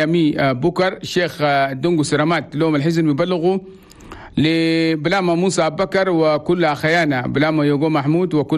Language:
Chadian Arabic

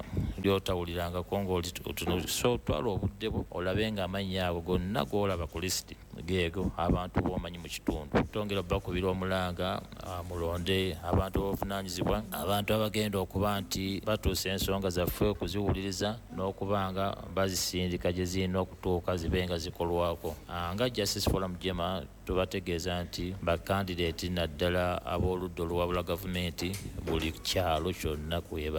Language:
Ganda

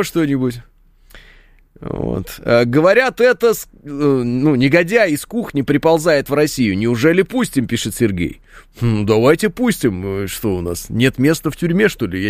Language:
Russian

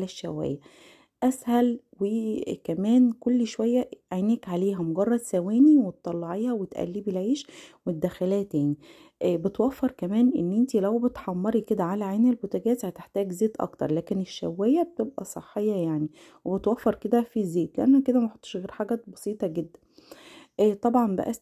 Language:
Egyptian Arabic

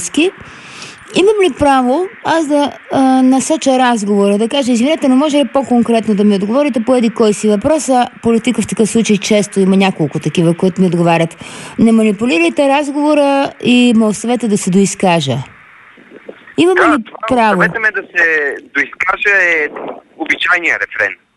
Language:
Bulgarian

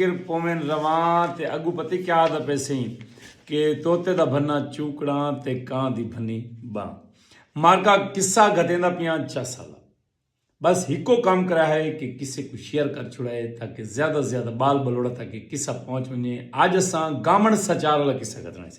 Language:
Saraiki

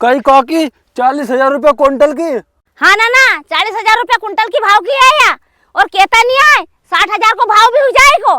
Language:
Rajasthani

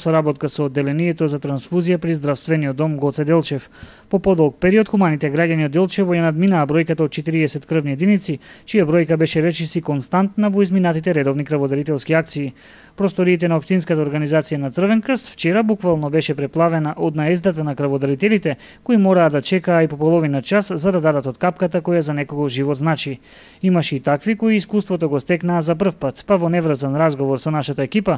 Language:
Macedonian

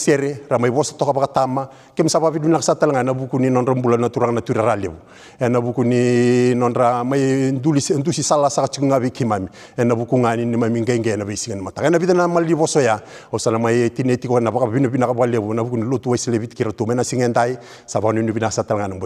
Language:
Fijian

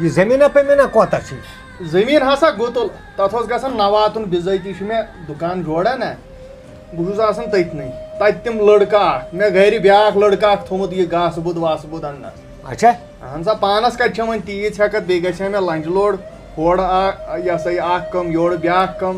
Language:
Kashmiri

